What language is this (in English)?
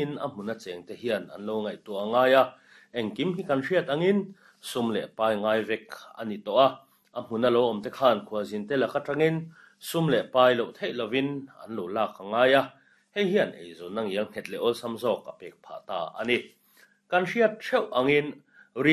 Mizo